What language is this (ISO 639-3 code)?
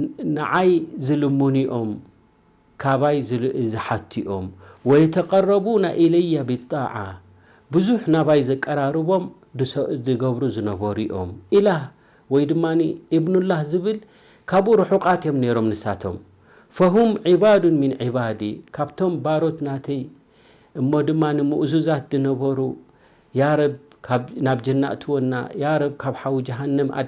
tir